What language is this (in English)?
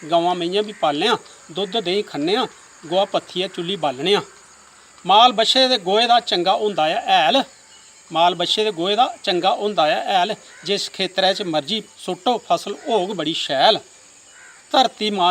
Dogri